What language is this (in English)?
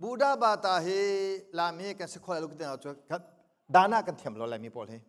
Hakha Chin